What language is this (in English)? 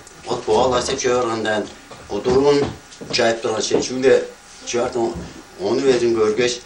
Tuvinian